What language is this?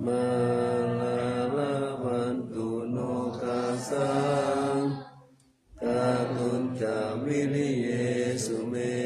Pali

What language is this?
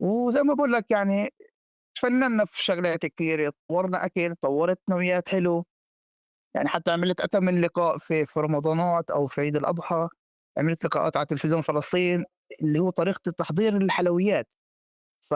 North Levantine Arabic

